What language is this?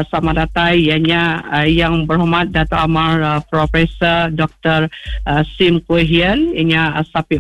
Iban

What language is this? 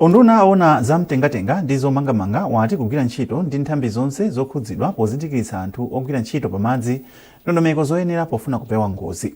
Nyanja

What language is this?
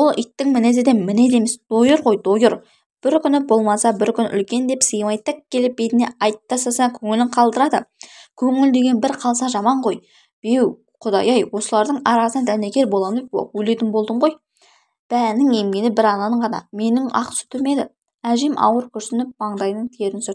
Kazakh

